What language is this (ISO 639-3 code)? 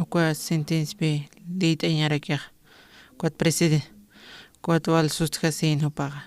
aym